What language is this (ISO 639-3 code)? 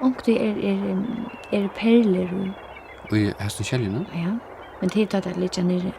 fao